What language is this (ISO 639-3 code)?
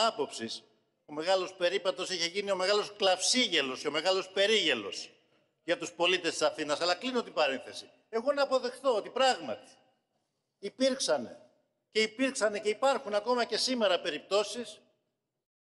ell